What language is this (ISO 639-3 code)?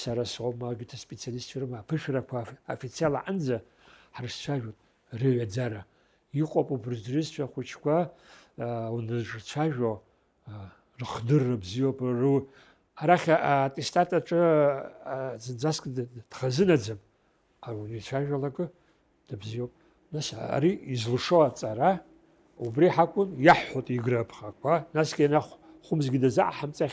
abk